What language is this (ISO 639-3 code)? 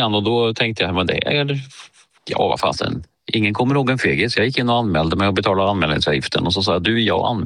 swe